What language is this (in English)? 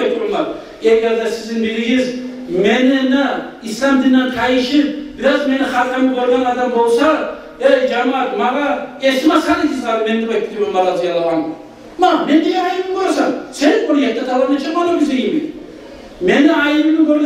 Kumyk